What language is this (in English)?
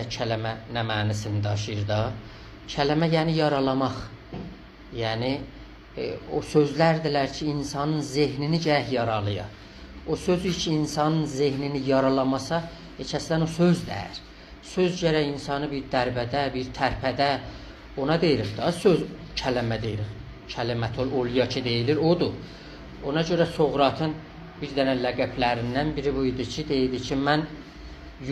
South Azerbaijani